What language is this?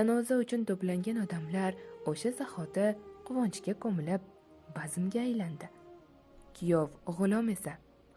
Uzbek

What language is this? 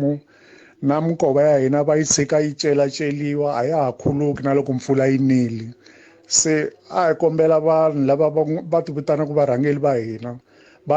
Tsonga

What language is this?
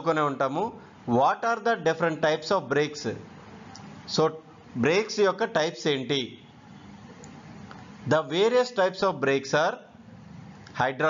Telugu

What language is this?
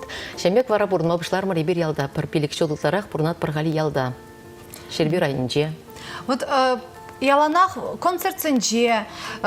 Chuvash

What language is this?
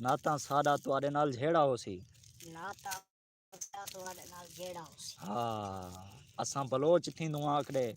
Saraiki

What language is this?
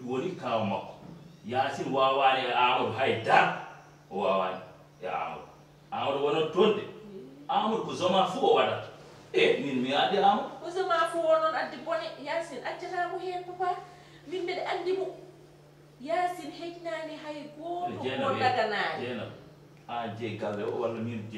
Fula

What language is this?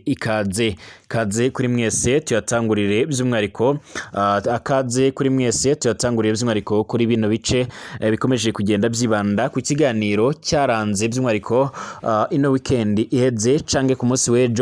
Rundi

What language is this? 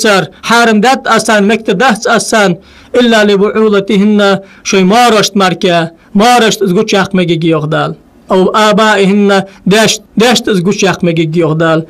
Ingush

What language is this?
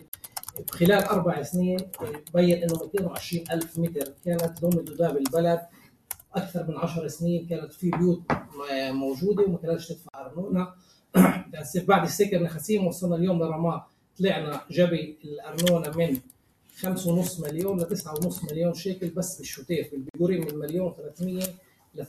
North Levantine Arabic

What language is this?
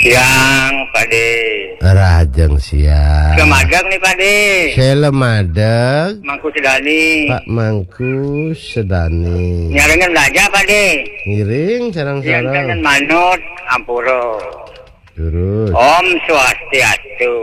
Balinese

